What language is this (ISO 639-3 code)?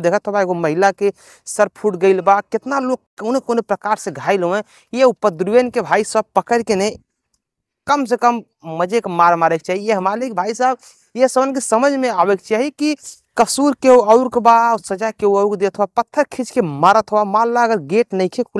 bho